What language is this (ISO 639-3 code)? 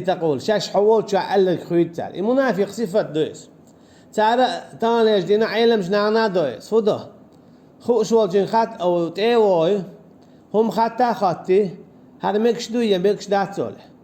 che